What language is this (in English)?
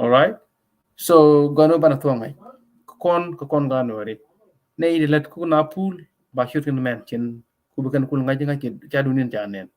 Nuer